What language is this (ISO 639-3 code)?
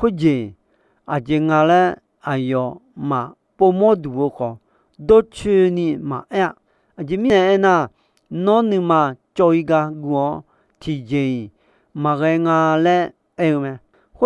ahk